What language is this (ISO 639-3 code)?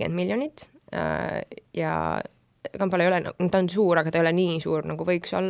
est